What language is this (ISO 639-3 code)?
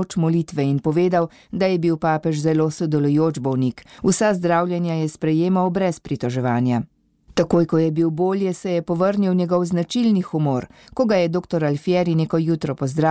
slv